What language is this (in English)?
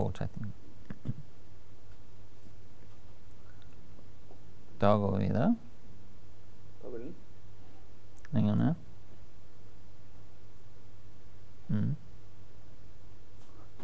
Norwegian